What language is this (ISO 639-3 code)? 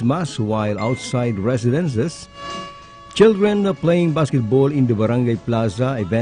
bik